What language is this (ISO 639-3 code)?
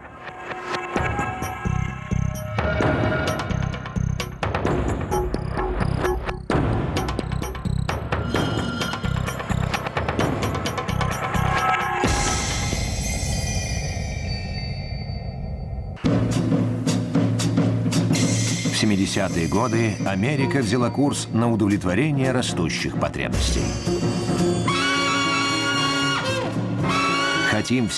rus